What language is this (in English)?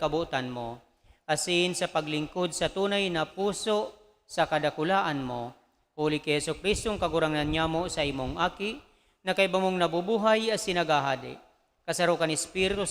Bikol